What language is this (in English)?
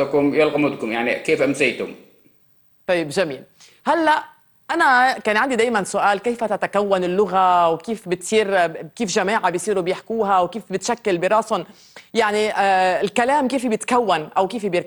North Levantine Arabic